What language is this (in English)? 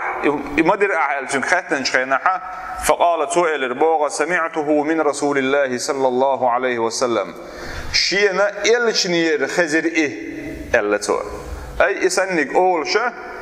Chechen